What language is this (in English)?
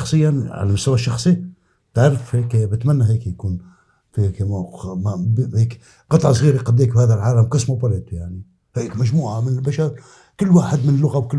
North Levantine Arabic